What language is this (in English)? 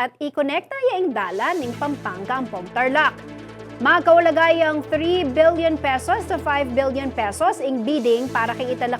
Pampanga